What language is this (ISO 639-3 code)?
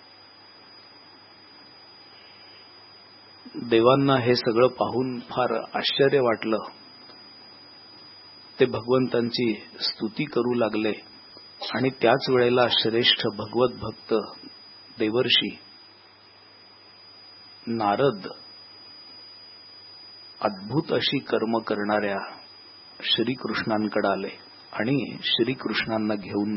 mar